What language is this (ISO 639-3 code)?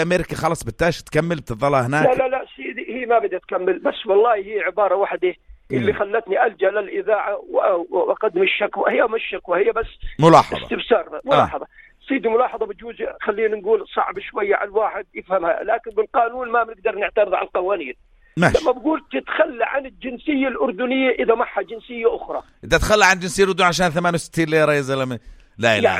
apc